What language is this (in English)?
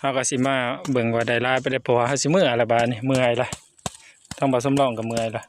Northeastern Thai